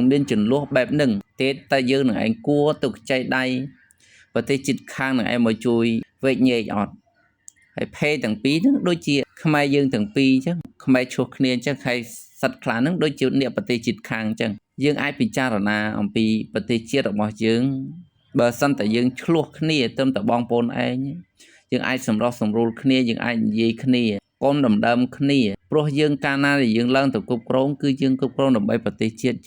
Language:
Khmer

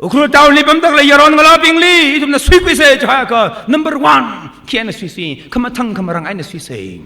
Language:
Tangkhul Naga (India)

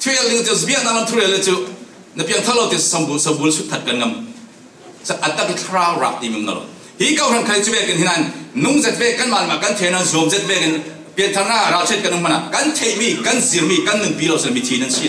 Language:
Falam Chin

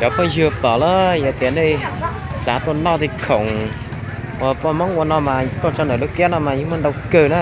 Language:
Hmong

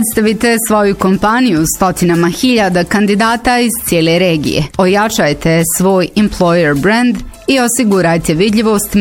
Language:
Bosnian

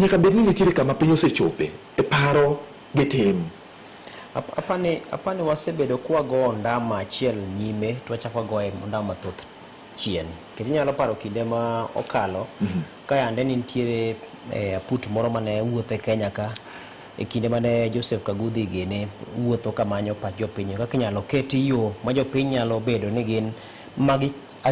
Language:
Luo (Kenya and Tanzania)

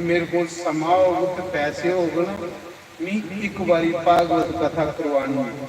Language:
Dogri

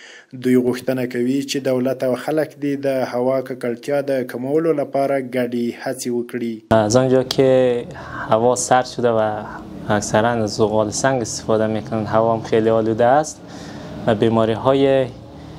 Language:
Pashto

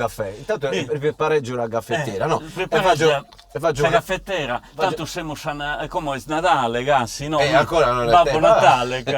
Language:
Sardinian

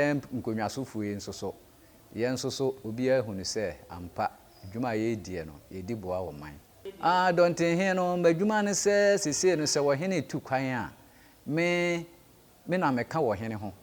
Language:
Akan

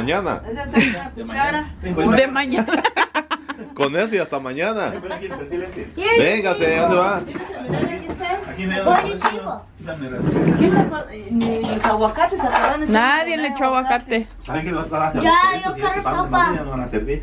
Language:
Spanish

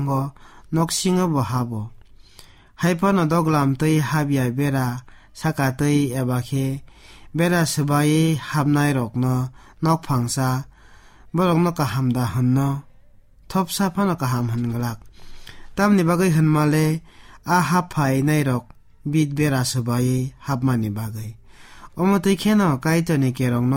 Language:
Kok Borok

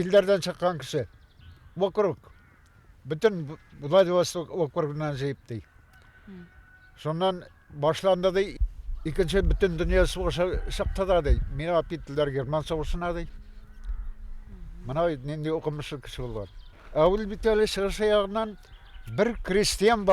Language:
Bashkir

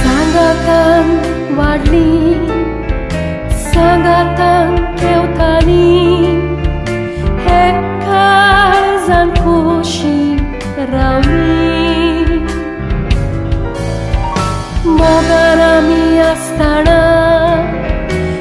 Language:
Konkani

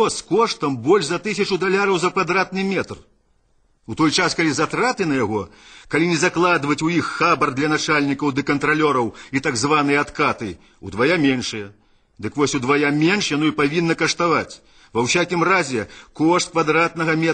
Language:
Belarusian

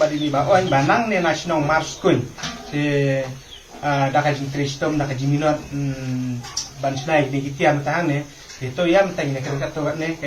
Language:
Khasi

